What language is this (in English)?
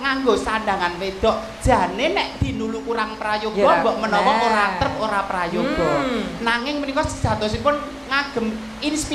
Javanese